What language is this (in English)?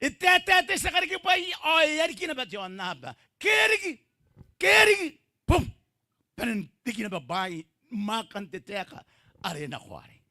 Gilbertese